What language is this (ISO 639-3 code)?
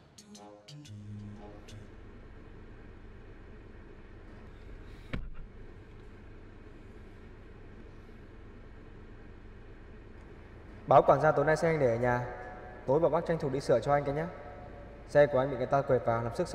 vie